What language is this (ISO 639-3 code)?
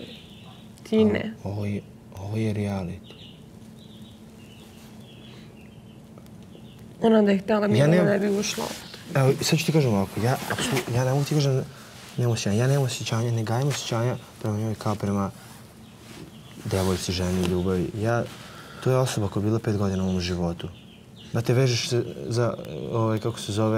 srp